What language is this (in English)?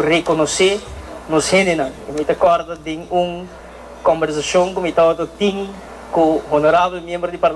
Papiamento